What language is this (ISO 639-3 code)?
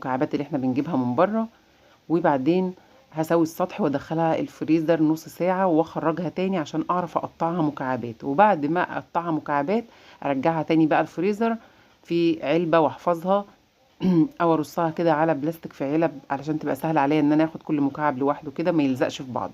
arz